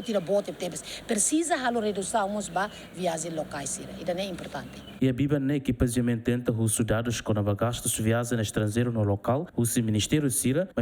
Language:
Tetum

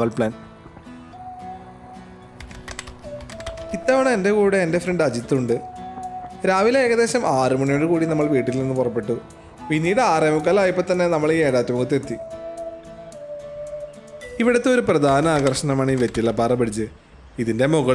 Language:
Malayalam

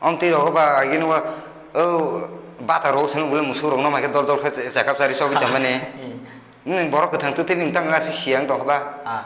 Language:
Kok Borok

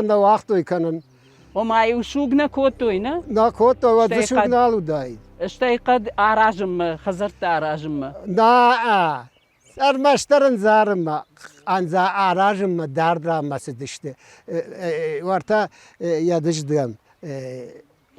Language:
Ossetic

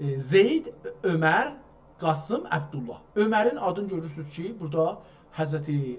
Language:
South Azerbaijani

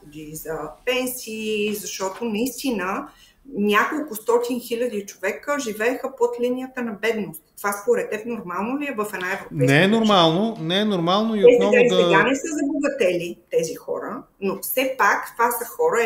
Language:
Bulgarian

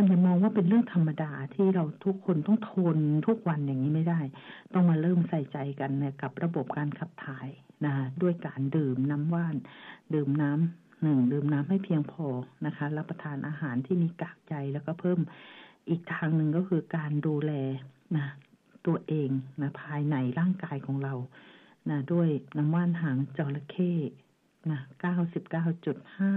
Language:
Thai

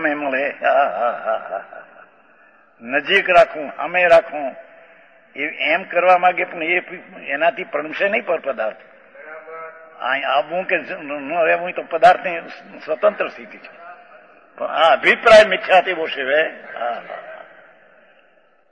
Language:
Gujarati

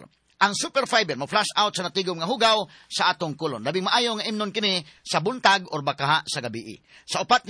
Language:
Cebuano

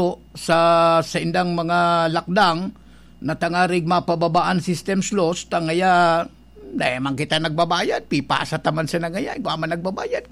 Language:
Bikol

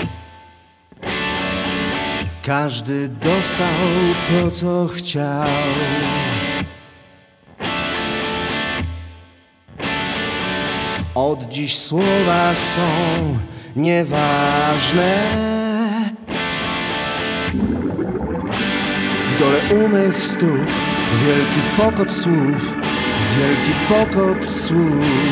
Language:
Polish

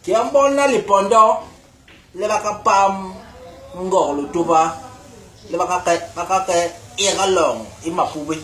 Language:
Basaa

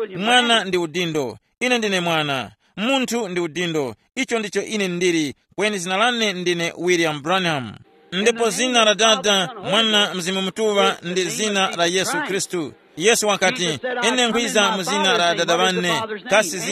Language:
Tumbuka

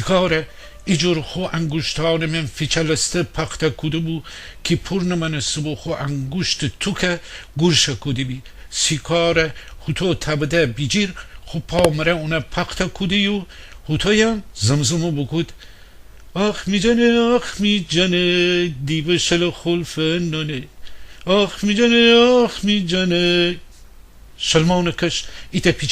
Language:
Gilaki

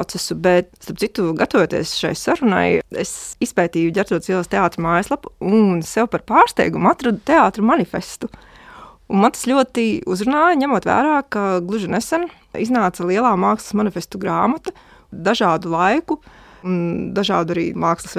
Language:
Latvian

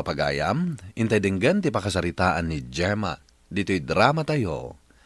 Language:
Iloko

